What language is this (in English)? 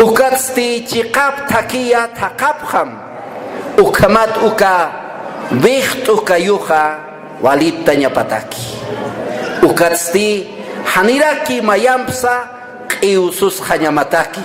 Aymara